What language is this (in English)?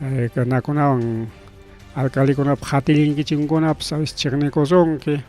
Ayacucho Quechua